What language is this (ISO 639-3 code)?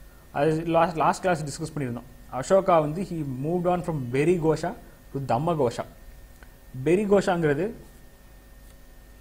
tam